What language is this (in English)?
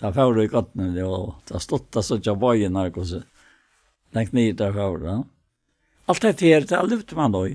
Faroese